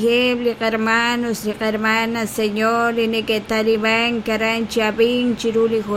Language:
Kekchí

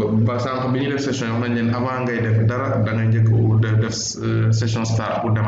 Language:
Wolof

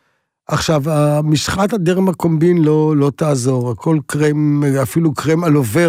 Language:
Hebrew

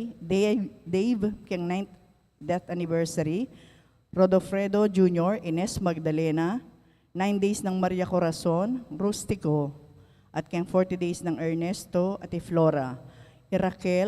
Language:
Pampanga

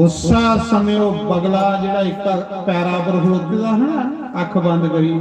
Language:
Dogri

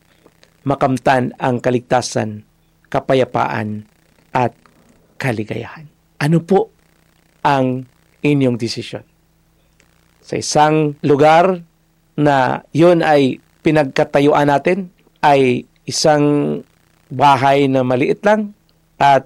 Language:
Filipino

